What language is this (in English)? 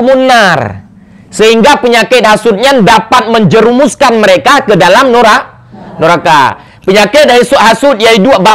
Achinese